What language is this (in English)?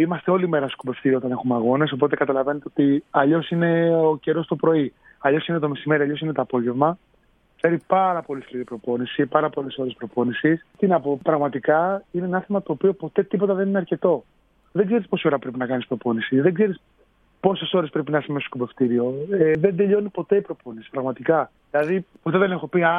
Greek